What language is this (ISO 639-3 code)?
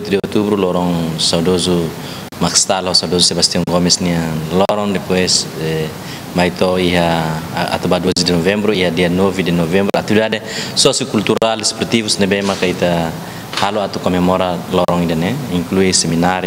tet